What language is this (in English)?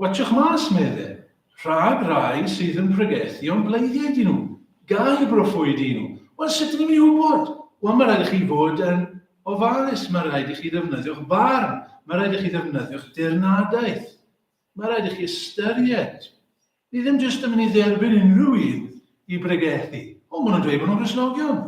Welsh